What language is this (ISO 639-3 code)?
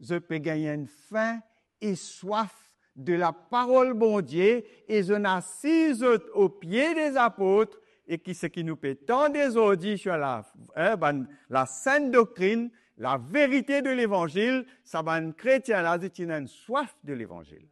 mfe